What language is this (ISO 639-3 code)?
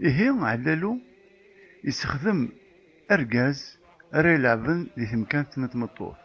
kab